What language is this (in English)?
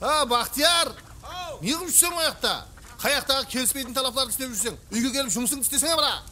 Kara-Kalpak